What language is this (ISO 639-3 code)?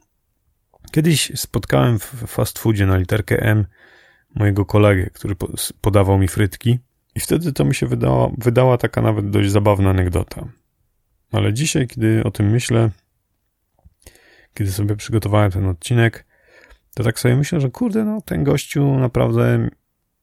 pol